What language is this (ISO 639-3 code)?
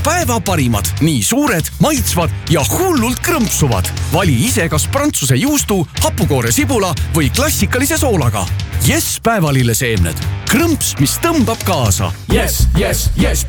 est